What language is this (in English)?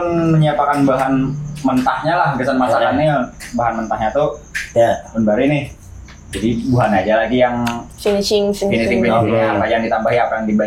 Banjar